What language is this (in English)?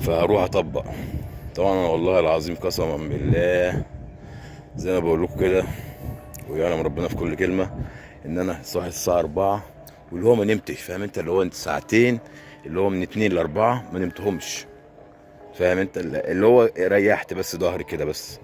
Egyptian Arabic